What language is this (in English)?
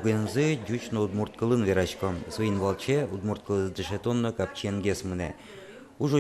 Udmurt